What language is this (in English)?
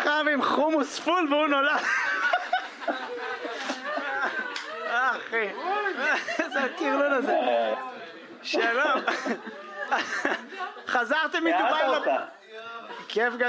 Hebrew